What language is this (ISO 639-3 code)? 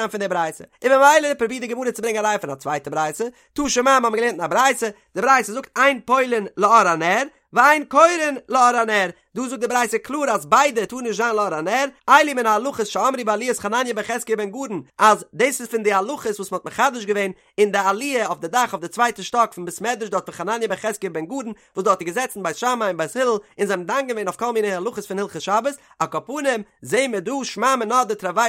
yid